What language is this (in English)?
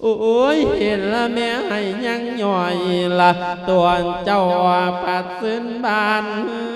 Lao